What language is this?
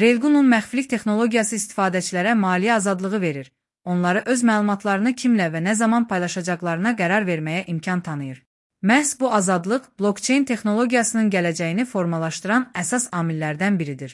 Azerbaijani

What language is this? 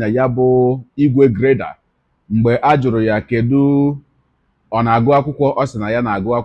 Igbo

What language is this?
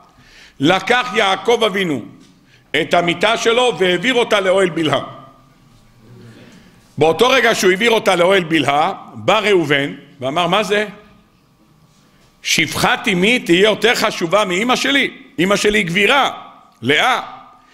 Hebrew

